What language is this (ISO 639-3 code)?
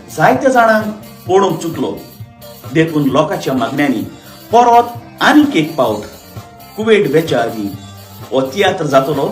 kok